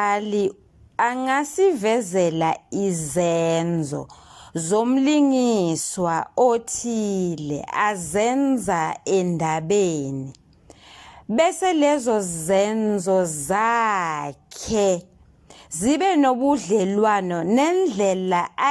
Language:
Zulu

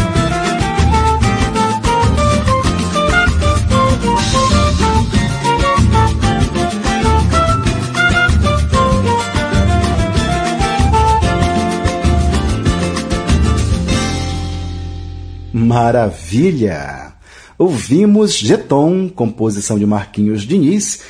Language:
Portuguese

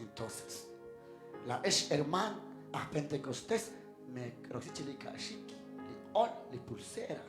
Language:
Kekchí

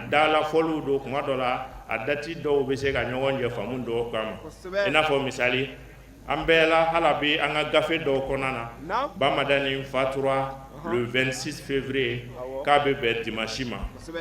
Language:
Bambara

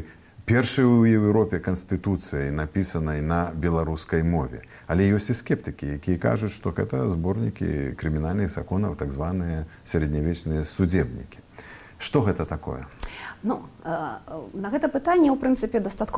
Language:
Belarusian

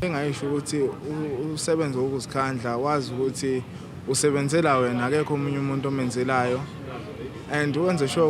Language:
Zulu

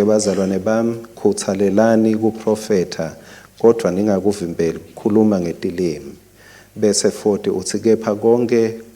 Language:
Swati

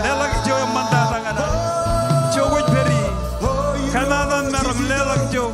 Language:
Marshallese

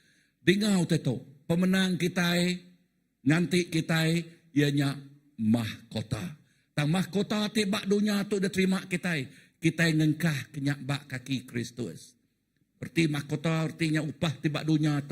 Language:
Iban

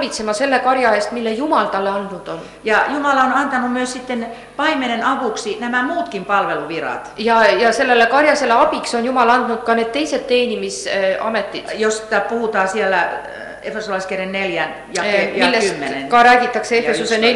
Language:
Estonian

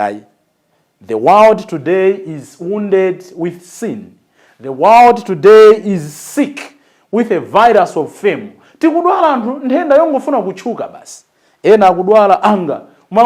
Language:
Nyanja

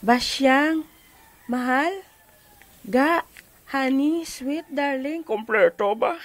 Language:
Hiligaynon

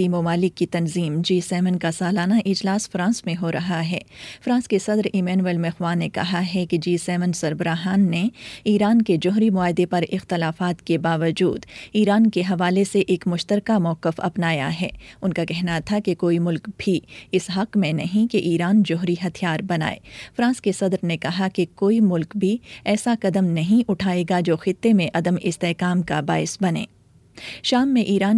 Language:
Urdu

